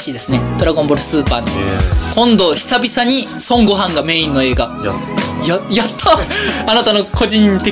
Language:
Japanese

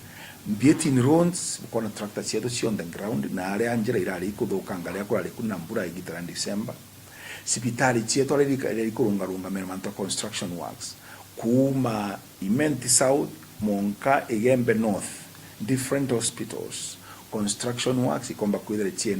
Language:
Meru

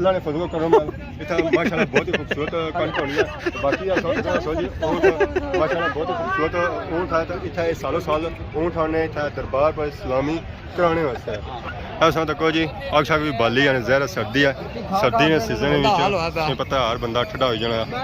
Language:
Pahari-Potwari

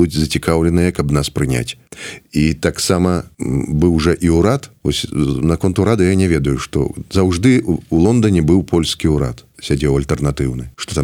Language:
Belarusian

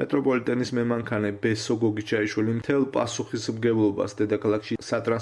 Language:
Georgian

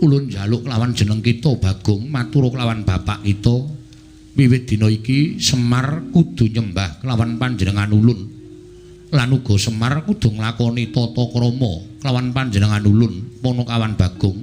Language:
Javanese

